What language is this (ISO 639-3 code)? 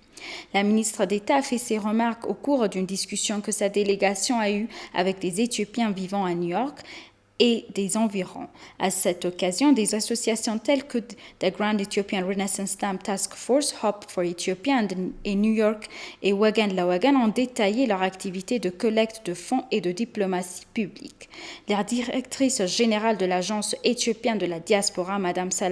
fra